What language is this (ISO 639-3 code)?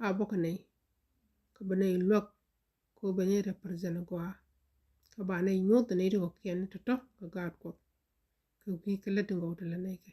nus